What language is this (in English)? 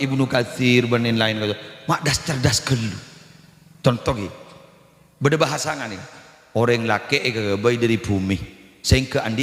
Madurese